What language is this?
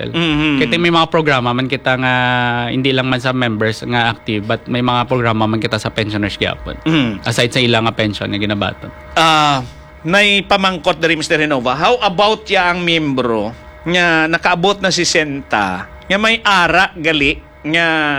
Hiligaynon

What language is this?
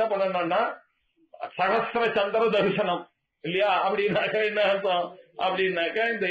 Tamil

